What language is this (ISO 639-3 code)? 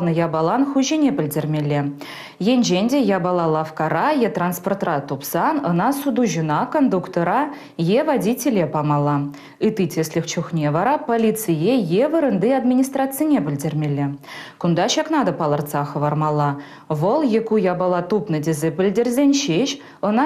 chv